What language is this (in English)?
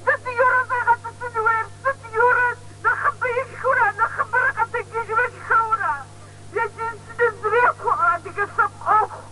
Kabardian